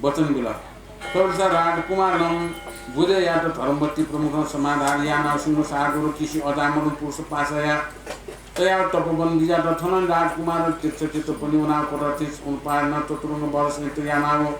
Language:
Newari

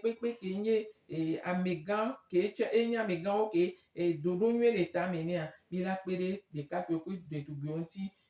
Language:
Gen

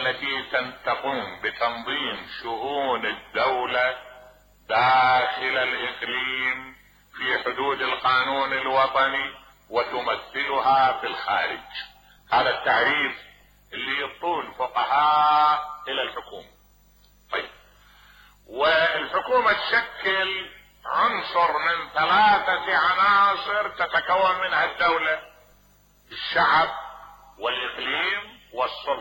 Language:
Mesopotamian Arabic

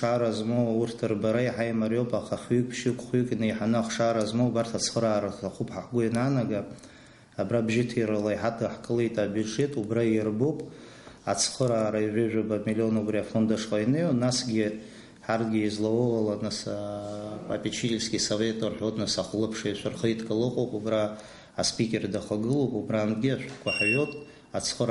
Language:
Abkhazian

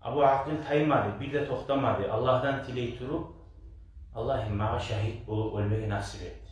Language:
Kumyk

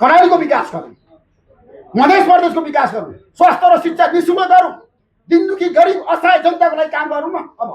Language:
Nepali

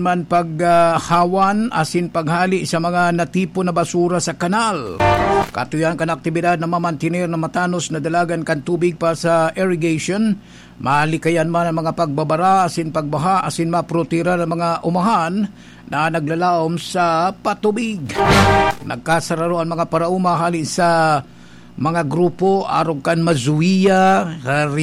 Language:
Bikol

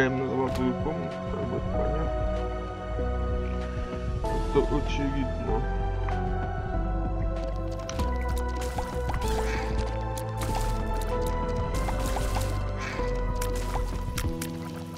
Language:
Russian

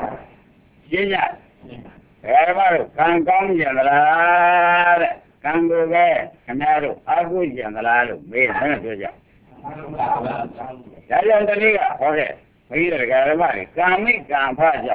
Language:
Burmese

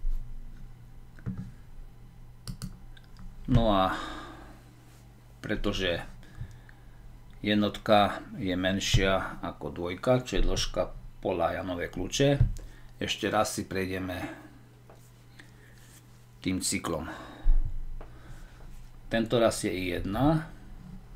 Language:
Slovak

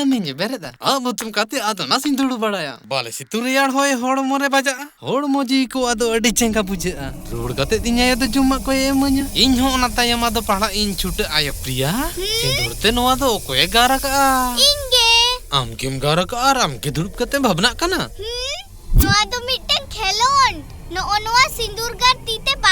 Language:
Santali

